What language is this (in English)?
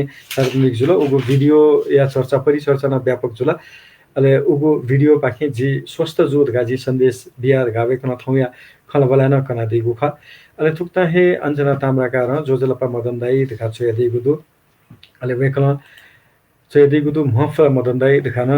Newari